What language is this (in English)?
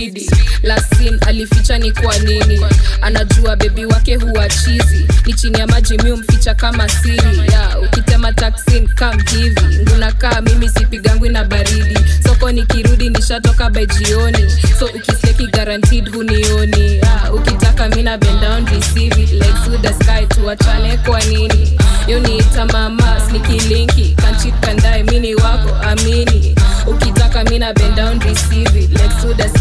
Swahili